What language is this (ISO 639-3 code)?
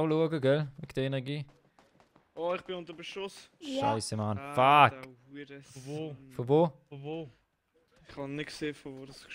gsw